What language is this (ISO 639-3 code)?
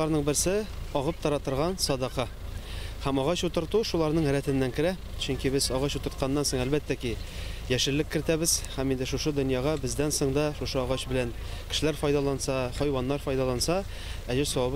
tat